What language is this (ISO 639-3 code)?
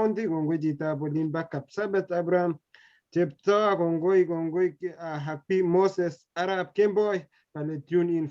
kln